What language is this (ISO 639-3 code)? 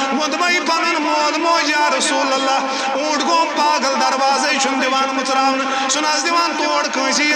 kas